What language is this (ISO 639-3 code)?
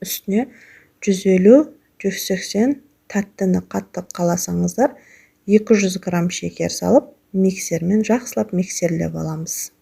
kaz